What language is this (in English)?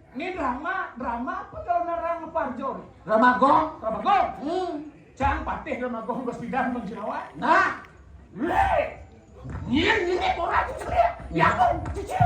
Balinese